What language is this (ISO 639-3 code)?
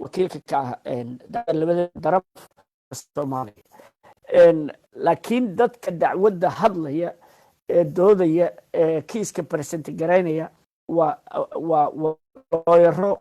som